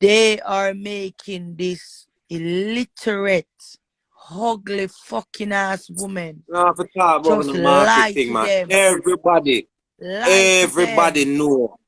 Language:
Jamaican Creole English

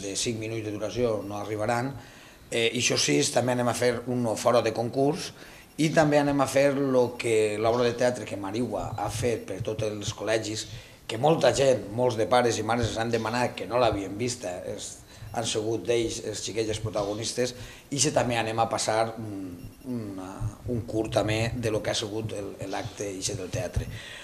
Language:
Catalan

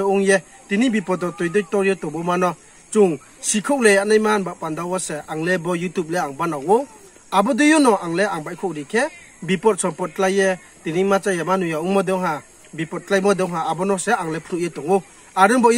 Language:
Riang (India)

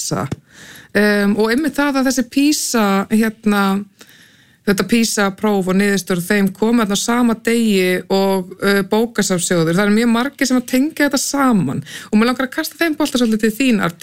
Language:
Icelandic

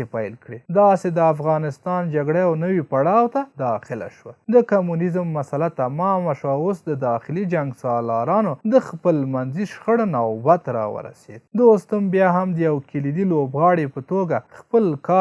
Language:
Pashto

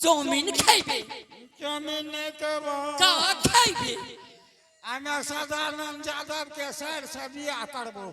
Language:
Angika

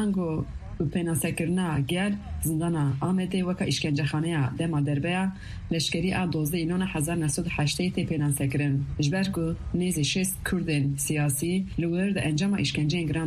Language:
Kurdish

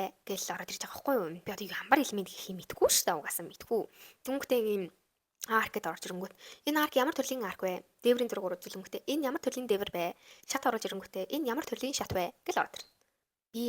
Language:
Mongolian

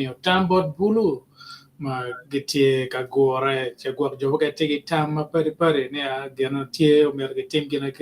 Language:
Acoli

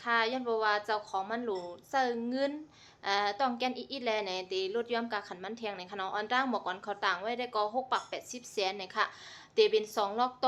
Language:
Shan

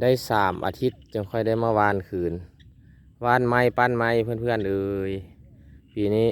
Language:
Lao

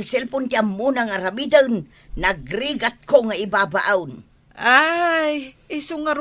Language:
Iloko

